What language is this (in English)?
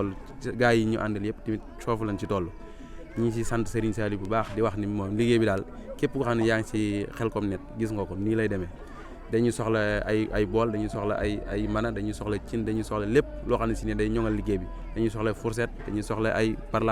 Wolof